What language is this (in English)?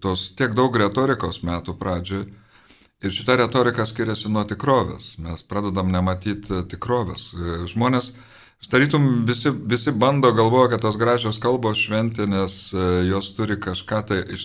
Lithuanian